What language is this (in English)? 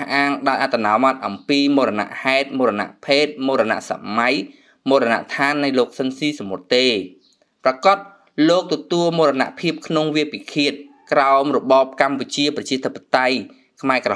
Khmer